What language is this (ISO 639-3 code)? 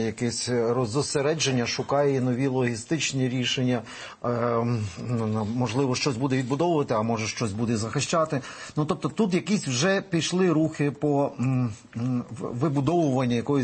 ukr